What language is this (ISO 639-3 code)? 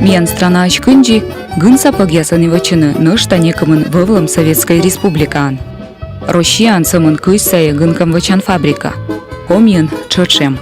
kom